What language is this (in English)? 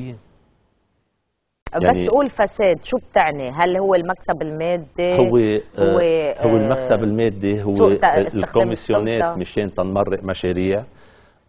North Levantine Arabic